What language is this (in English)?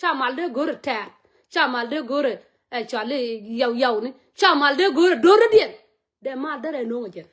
Nuer